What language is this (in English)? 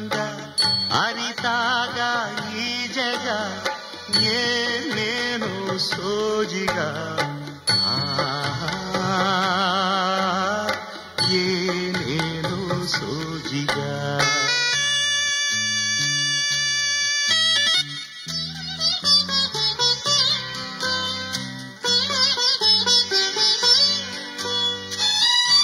Kannada